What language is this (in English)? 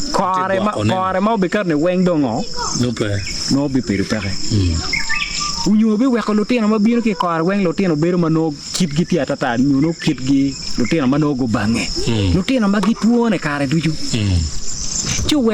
Acoli